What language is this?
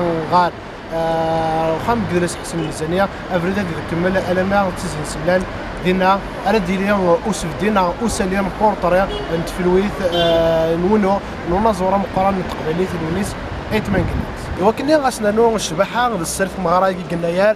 Kabyle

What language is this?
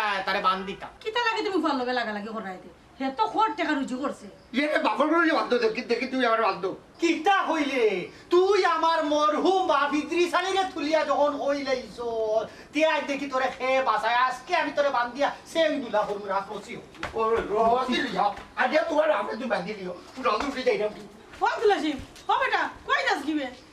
Sylheti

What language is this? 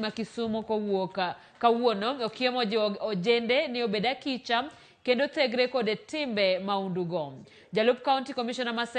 Luo (Kenya and Tanzania)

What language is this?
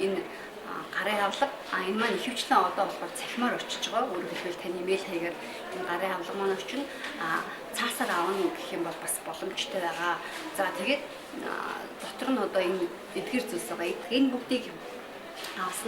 Mongolian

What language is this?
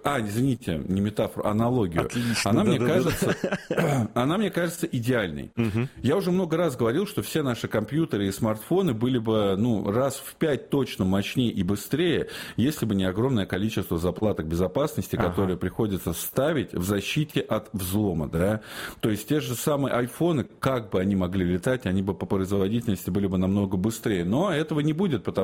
Russian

